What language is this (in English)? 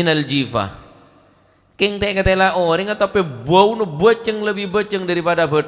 Madurese